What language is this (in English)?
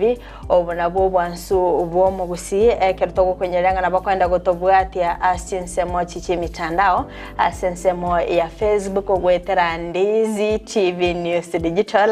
Gusii